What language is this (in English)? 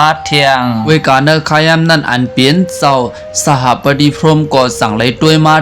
Shan